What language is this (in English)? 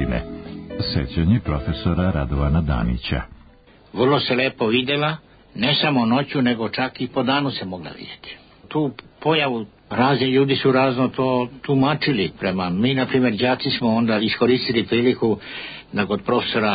Serbian